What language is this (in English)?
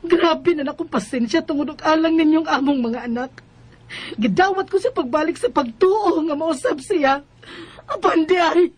Cebuano